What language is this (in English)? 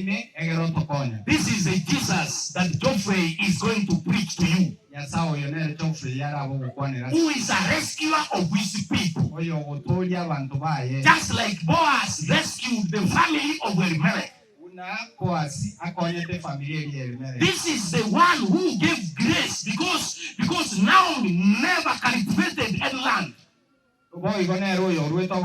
Gusii